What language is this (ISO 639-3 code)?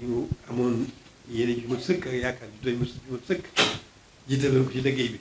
wol